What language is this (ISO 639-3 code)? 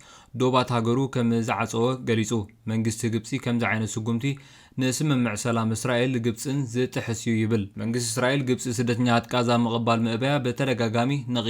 tir